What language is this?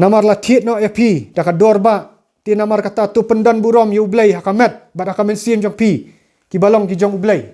Khasi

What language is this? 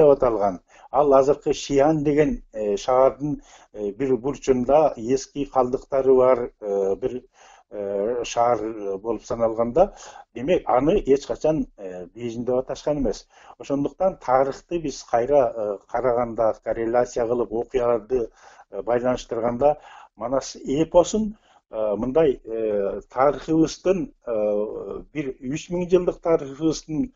Kyrgyz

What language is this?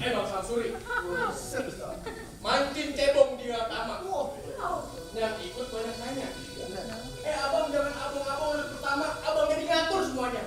Betawi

